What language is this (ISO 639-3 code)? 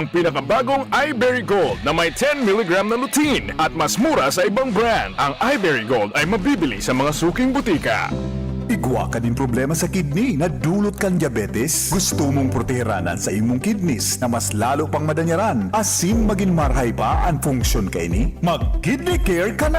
bik